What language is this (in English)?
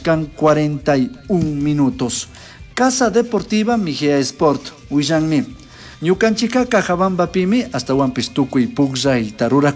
Chimborazo Highland Quichua